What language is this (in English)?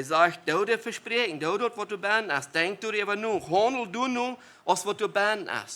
Plautdietsch